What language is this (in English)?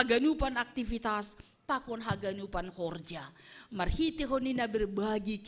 Batak Simalungun